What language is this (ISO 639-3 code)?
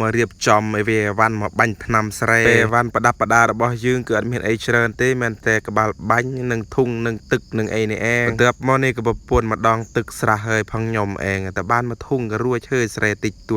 khm